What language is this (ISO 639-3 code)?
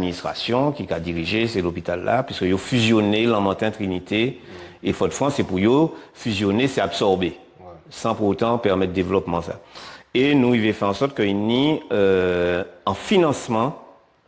gcf